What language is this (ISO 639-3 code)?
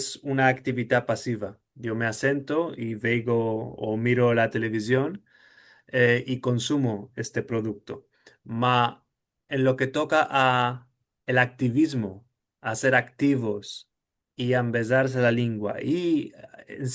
lad